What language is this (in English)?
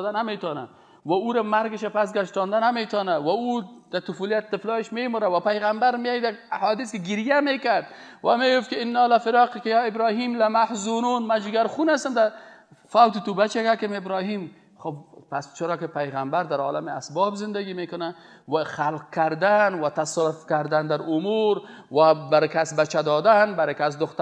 Persian